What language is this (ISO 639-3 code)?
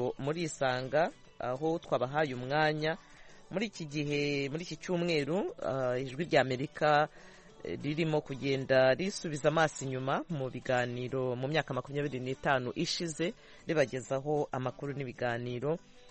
kin